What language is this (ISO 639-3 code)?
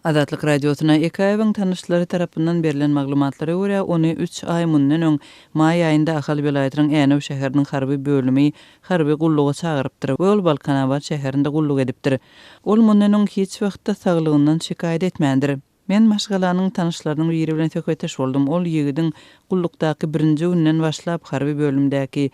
tuk